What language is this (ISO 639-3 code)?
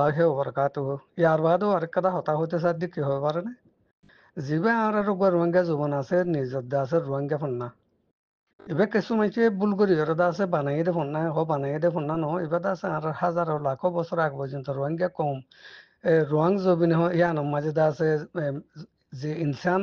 rhg